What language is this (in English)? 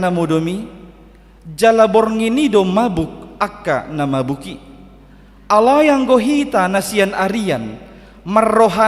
Batak Toba